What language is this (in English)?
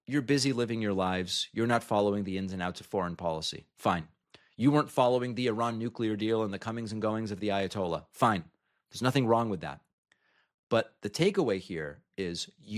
English